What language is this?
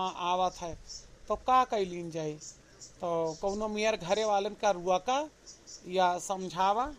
Awadhi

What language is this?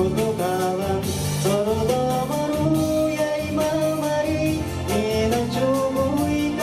Yakut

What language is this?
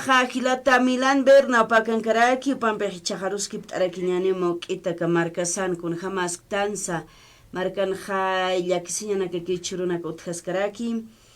Aymara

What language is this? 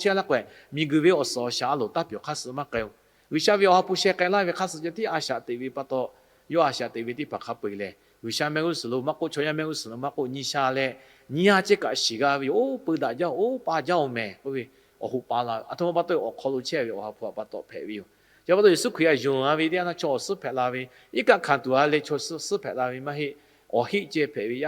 Lahu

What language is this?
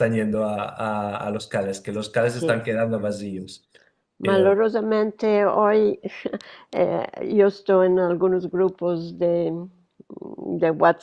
Ladino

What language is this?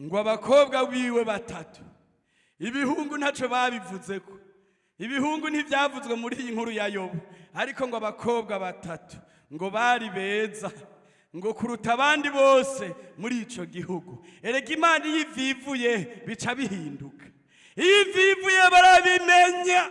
Rundi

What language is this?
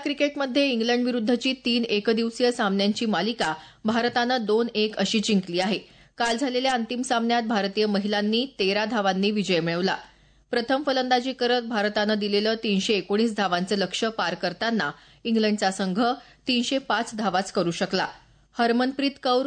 Marathi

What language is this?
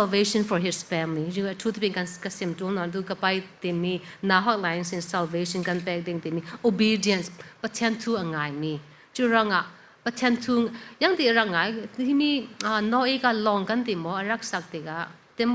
Falam Chin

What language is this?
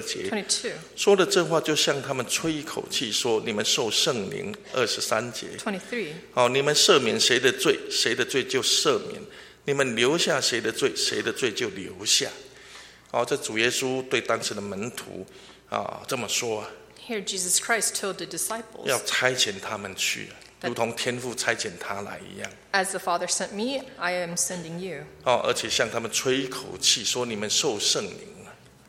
Chinese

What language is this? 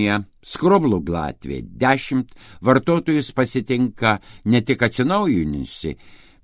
Lithuanian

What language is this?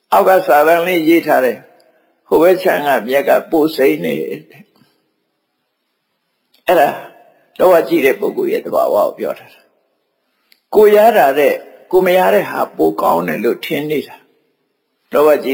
Burmese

